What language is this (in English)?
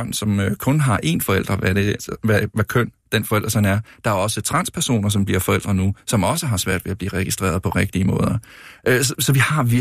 Danish